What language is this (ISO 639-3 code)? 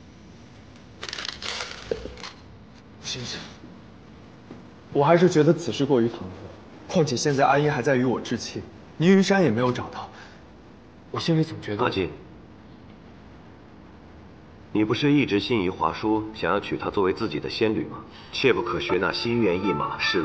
zho